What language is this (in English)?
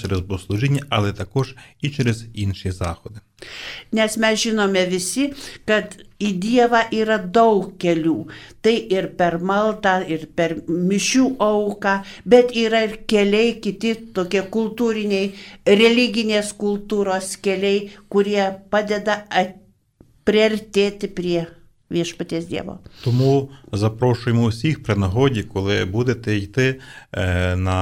Lithuanian